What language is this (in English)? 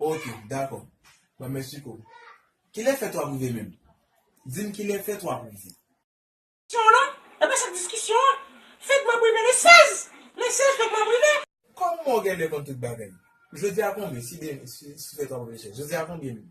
Haitian Creole